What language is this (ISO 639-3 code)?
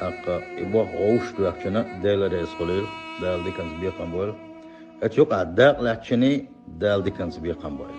che